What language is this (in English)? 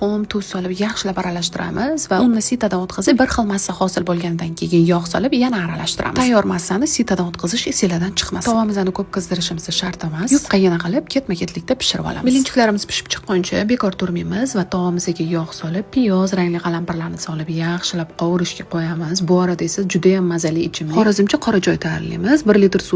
Uzbek